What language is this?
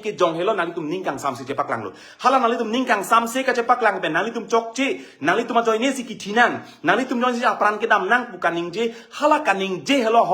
Karbi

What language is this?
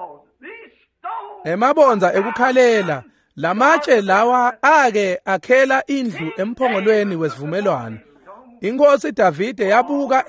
Swati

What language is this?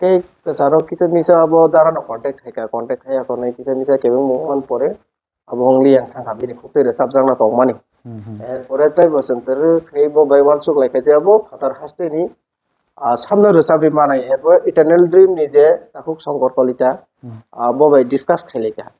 Kok Borok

